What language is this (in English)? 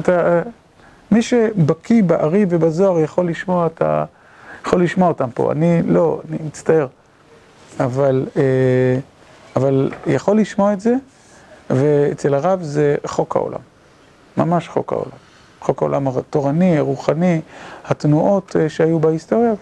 Hebrew